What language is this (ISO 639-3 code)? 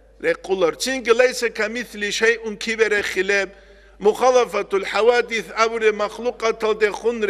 ava